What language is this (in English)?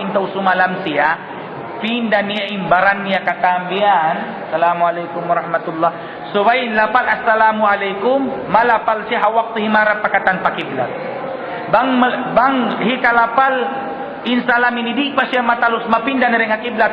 Tausug